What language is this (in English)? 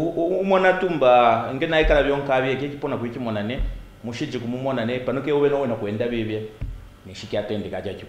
Kaonde